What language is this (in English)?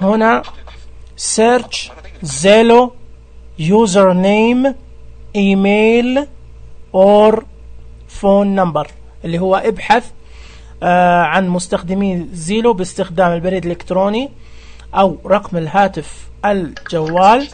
Najdi Arabic